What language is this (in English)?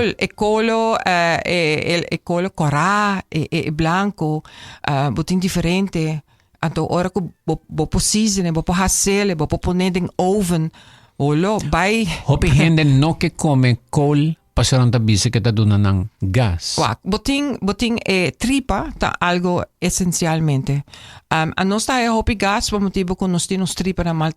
Papiamento